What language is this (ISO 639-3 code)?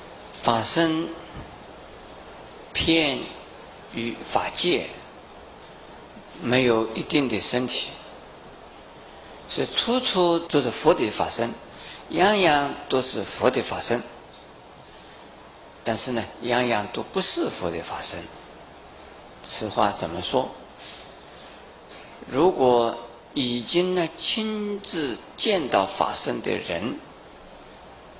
zho